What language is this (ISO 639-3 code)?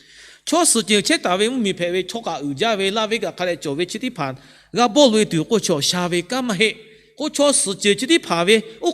lhu